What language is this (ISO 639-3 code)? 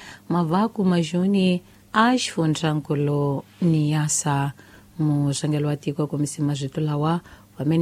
tso